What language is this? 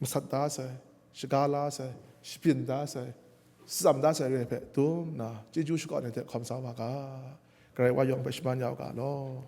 Kachin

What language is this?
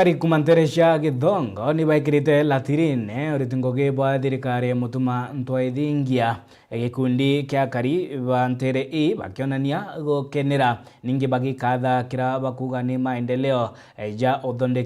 Meru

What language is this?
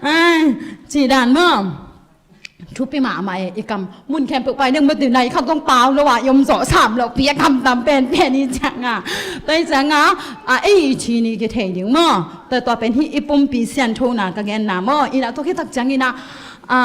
Tedim Chin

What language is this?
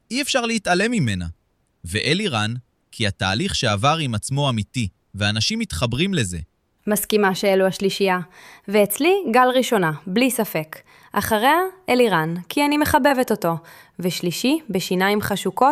Hebrew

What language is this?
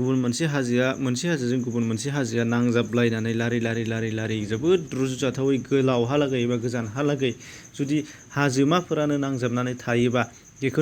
Bodo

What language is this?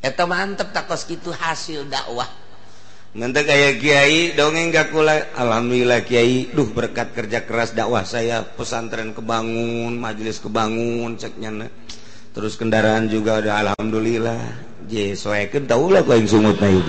Sundanese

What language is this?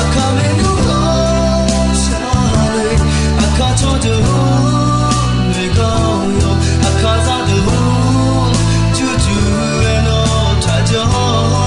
Akha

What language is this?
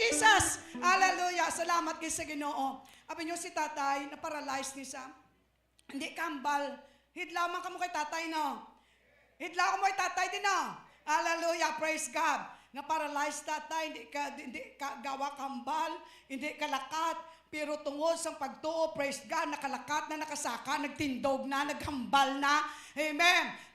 Hiligaynon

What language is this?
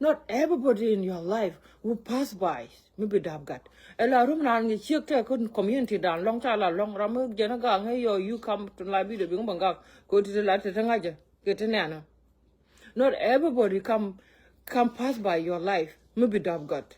Nuer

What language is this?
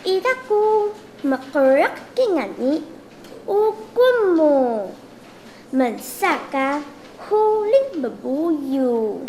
Taroko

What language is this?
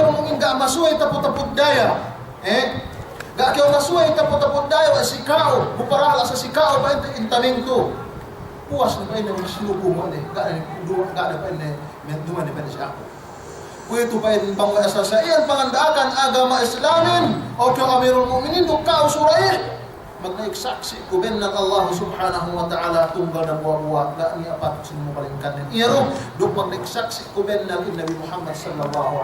Yakan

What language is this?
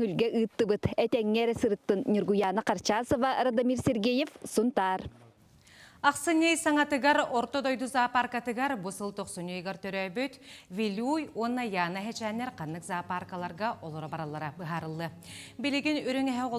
Yakut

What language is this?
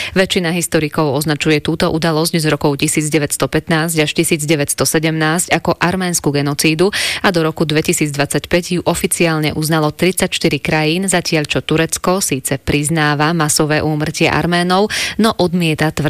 Slovak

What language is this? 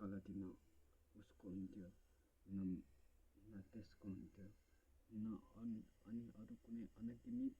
Nepali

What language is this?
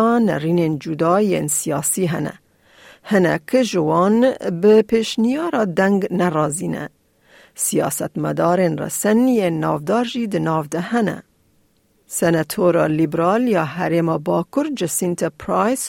Kurdish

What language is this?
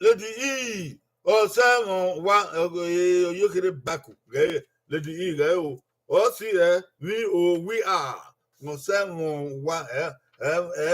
Bini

